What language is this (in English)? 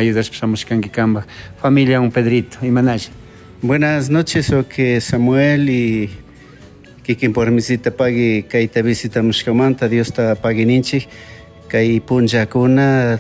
Chimborazo Highland Quichua